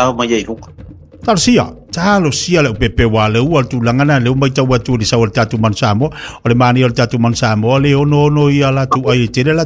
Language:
Samoan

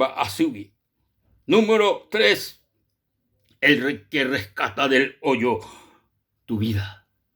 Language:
Guarani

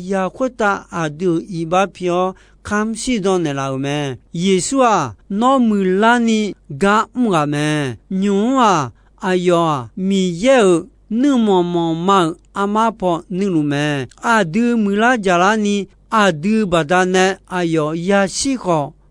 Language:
Akha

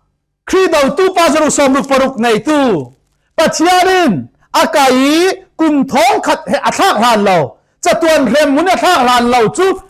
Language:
Falam Chin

